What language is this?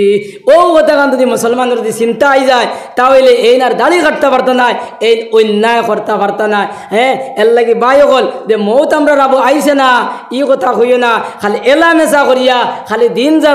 Sylheti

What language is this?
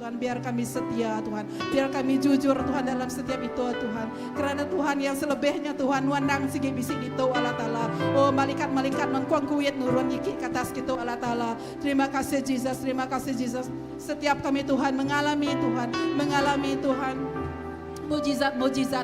Iban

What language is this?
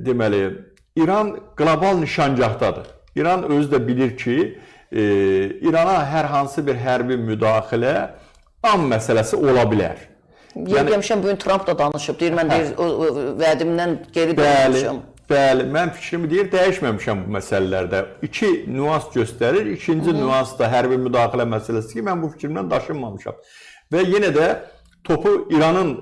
Azerbaijani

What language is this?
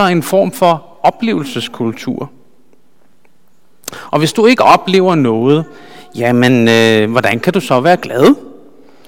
Danish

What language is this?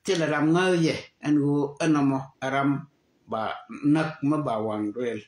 Nuer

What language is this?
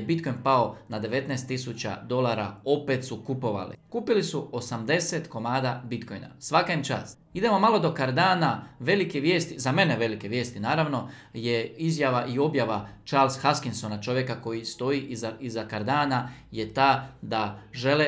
Croatian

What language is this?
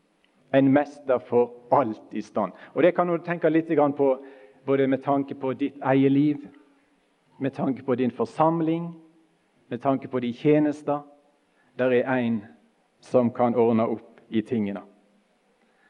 Norwegian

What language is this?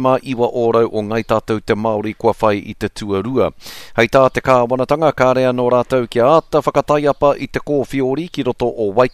Māori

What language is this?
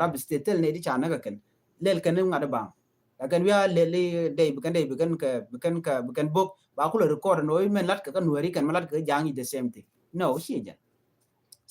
Nuer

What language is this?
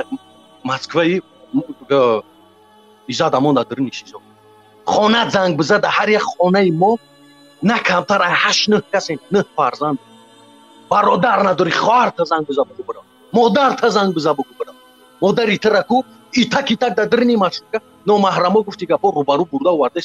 Tajik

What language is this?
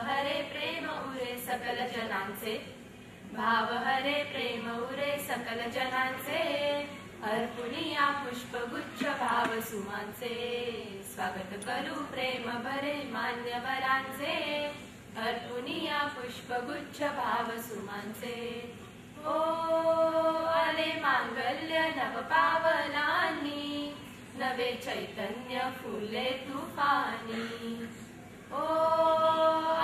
Marathi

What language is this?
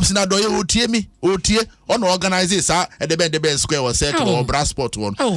Akan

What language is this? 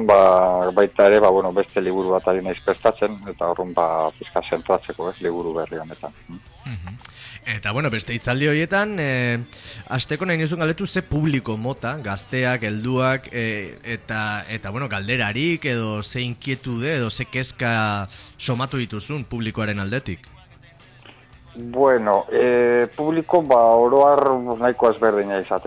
Basque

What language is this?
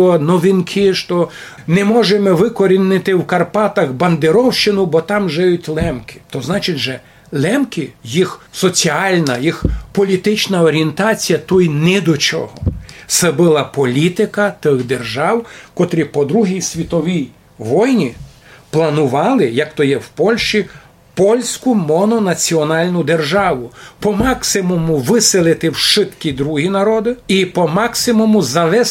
Rusyn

